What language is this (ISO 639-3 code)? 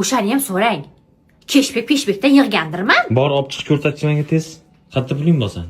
uzb